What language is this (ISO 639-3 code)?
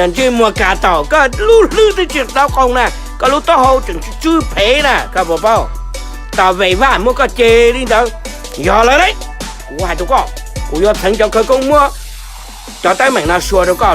hmn